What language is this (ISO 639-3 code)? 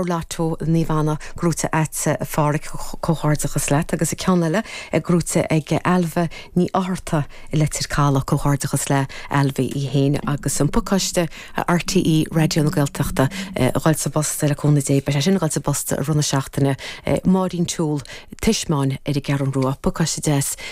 gle